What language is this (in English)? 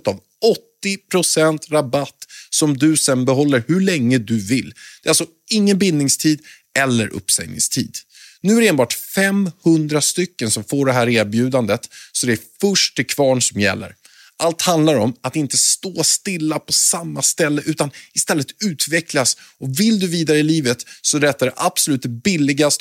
Swedish